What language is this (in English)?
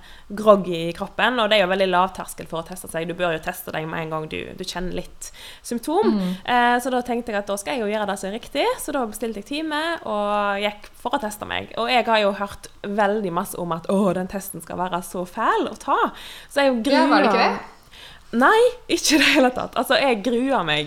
Norwegian